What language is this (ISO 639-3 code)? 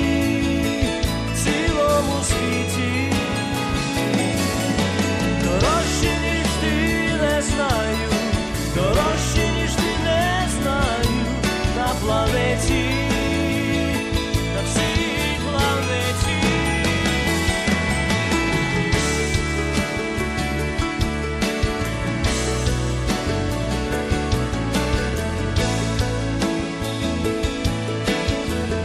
ukr